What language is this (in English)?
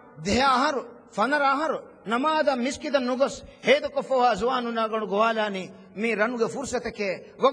Divehi